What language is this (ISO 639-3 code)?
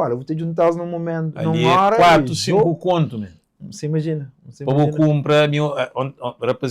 kea